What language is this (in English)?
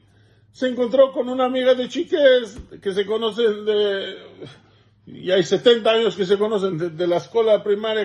Ladino